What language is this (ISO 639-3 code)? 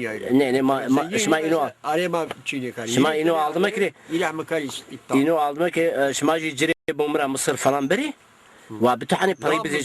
zza